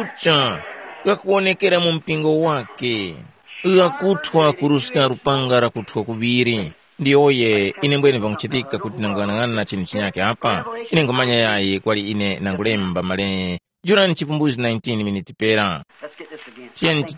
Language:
Tumbuka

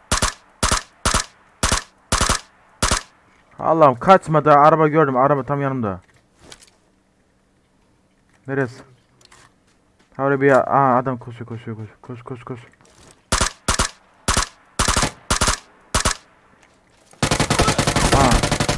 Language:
Turkish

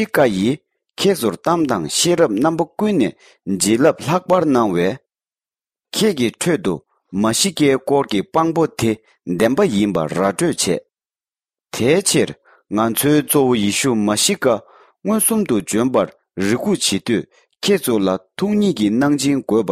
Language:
Tibetan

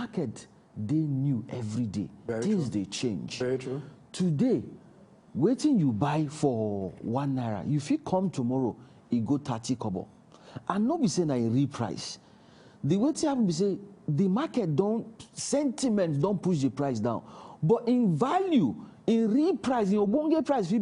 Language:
Nigerian Pidgin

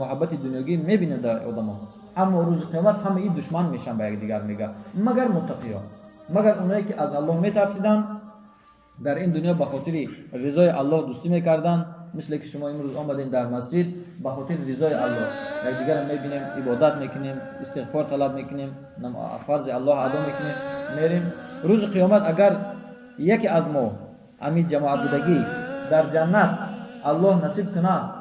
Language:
Tajik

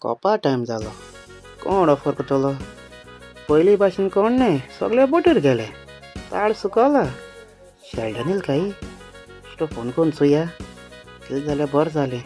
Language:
Konkani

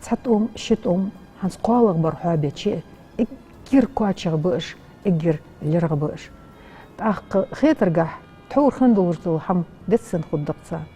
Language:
Ingush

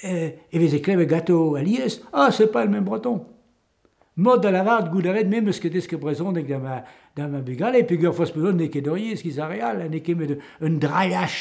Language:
Breton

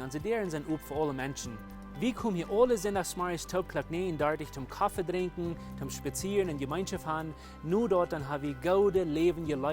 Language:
Plautdietsch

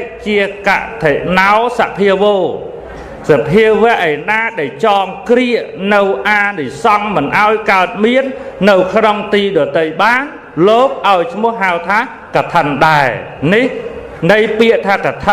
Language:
Khmer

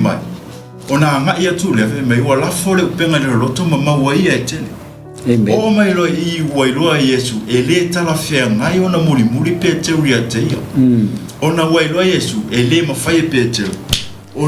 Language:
Samoan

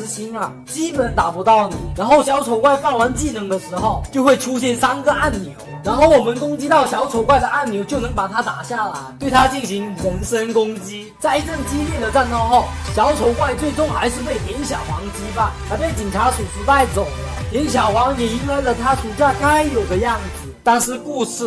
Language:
Chinese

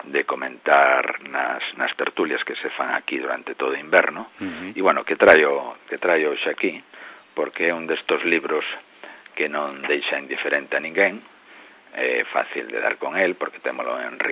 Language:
Galician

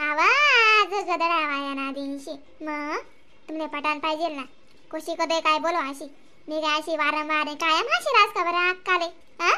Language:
Khandesi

